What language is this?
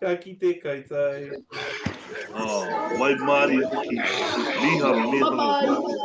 Māori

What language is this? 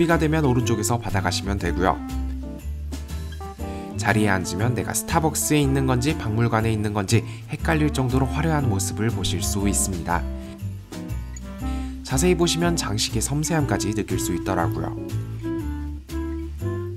Korean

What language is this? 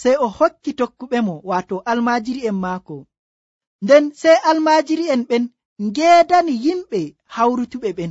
Nigerian Fulfulde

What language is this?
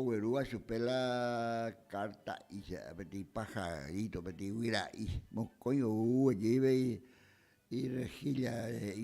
Guarani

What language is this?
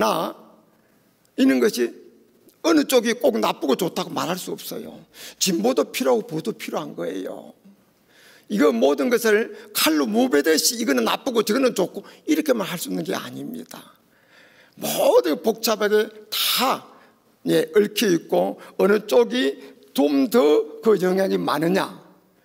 Korean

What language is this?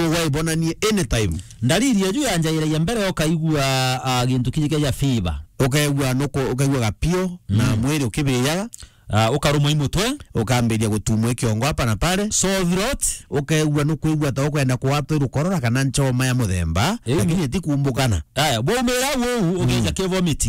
Meru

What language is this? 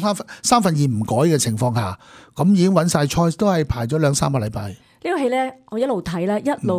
Cantonese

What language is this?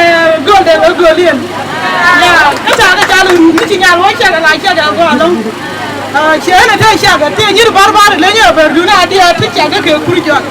Nuer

